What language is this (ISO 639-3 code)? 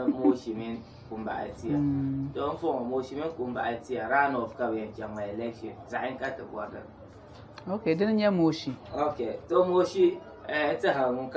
dag